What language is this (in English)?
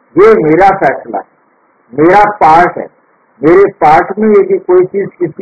Hindi